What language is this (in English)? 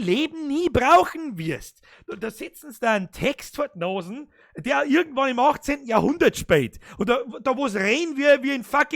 Bavarian